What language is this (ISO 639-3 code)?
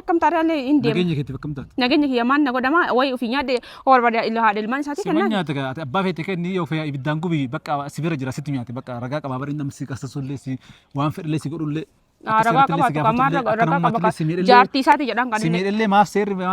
orm